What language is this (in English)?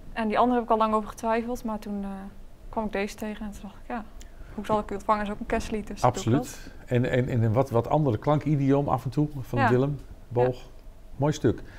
Dutch